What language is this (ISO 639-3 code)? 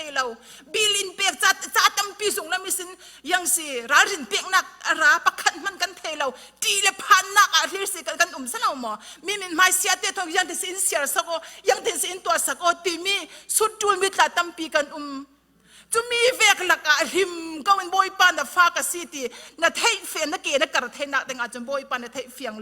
cfm